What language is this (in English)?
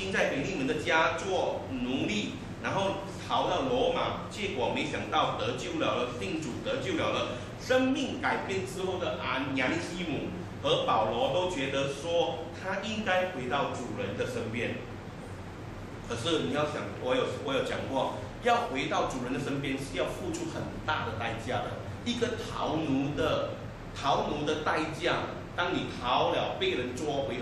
Chinese